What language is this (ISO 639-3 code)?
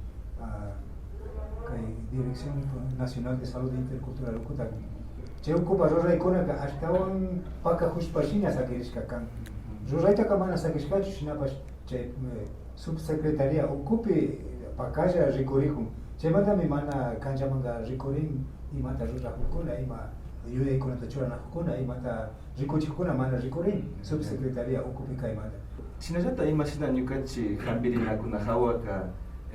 qvi